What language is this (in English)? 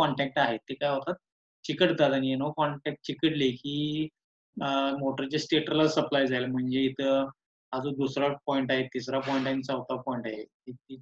Marathi